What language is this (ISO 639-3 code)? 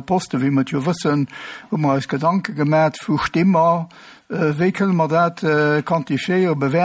ltz